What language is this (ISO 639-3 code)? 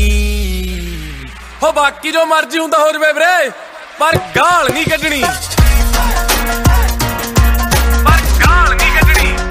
pan